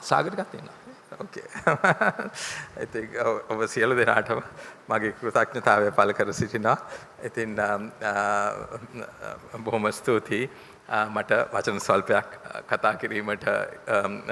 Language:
Sinhala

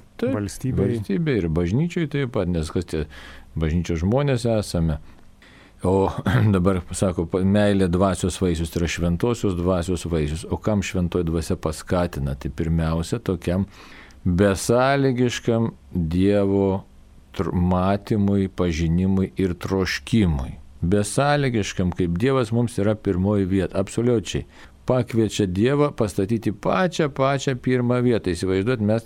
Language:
Lithuanian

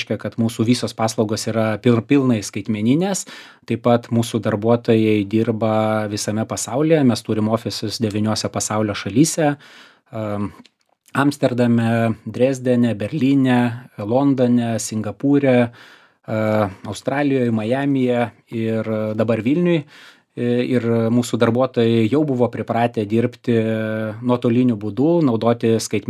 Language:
Lithuanian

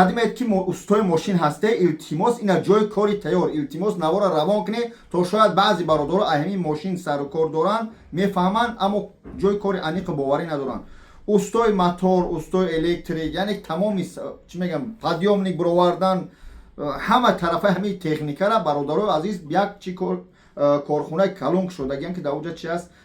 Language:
Tajik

